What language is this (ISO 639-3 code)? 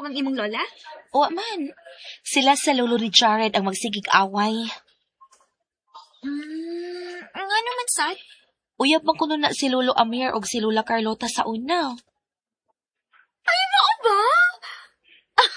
ceb